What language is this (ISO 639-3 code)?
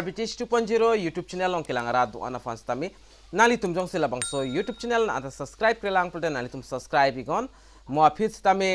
mjw